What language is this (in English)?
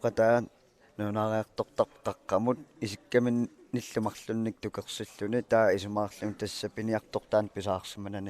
Kalaallisut